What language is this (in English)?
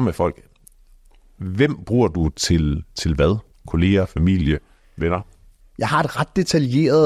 Danish